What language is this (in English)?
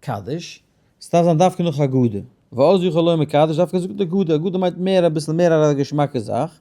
Yiddish